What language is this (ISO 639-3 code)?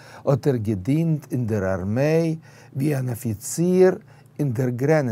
yid